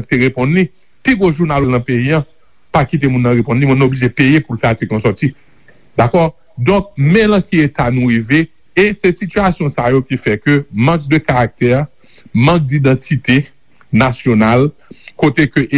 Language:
Haitian Creole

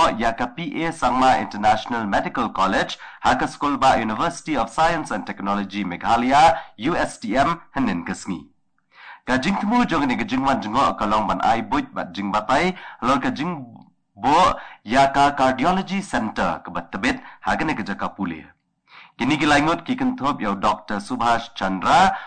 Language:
Khasi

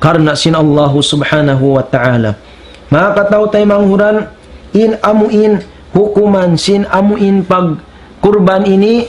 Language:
Tausug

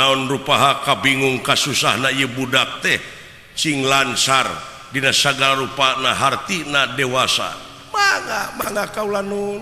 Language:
Sundanese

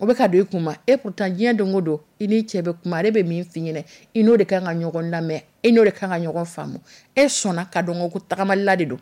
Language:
Dyula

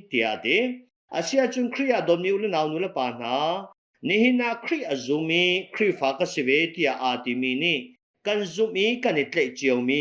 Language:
Hakha Chin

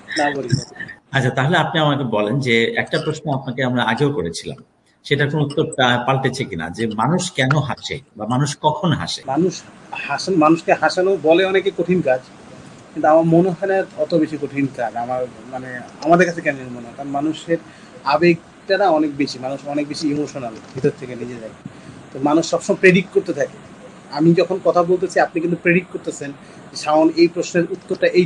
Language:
Bangla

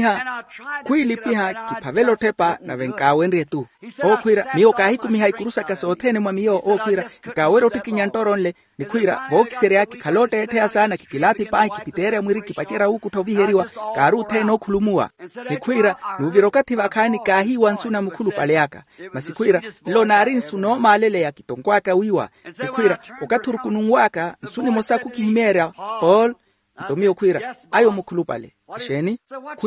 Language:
Makhuwa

